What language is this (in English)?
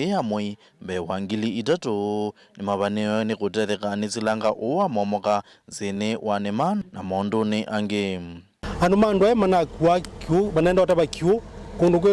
Kamba